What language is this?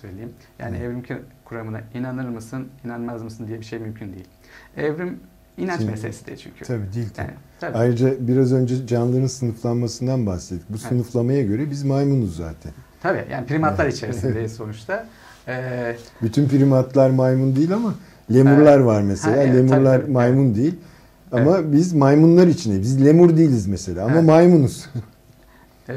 Turkish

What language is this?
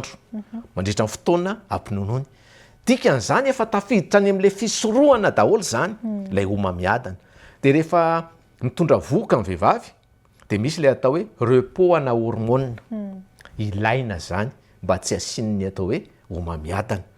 Malagasy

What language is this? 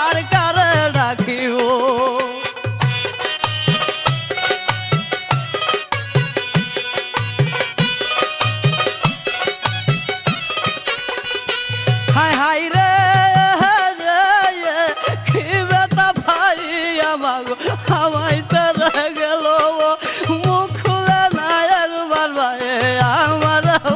Bangla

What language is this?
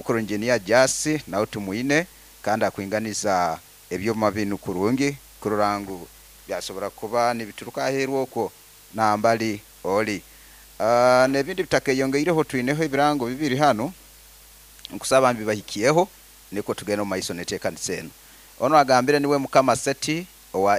Nyoro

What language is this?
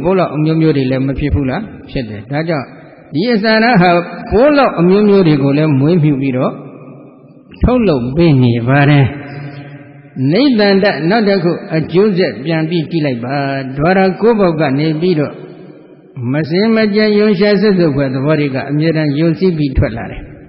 Burmese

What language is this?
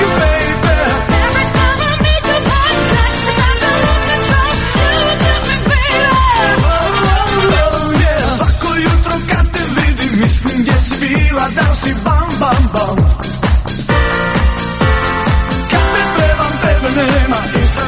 Croatian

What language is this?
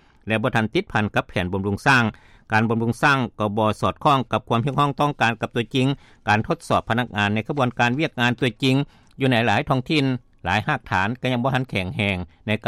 Lao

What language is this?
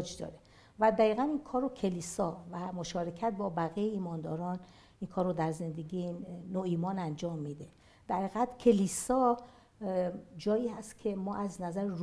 Persian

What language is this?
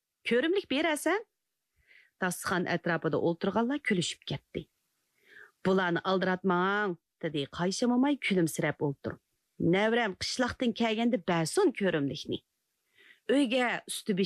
Uyghur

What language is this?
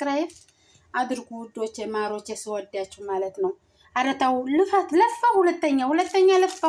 Amharic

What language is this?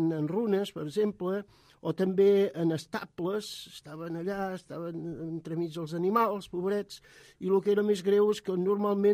Catalan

